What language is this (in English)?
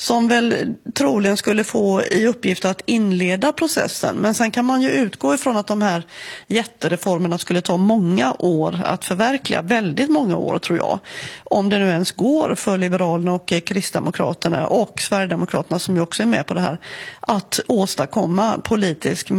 Swedish